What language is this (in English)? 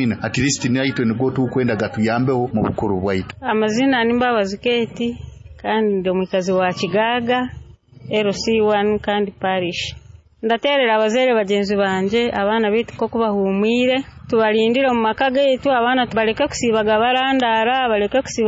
Nyoro